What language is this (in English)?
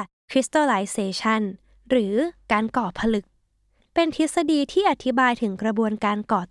Thai